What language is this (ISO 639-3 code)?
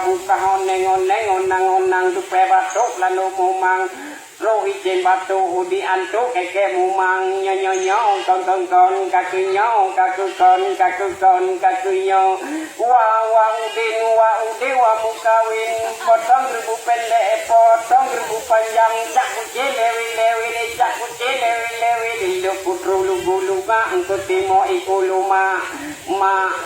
ace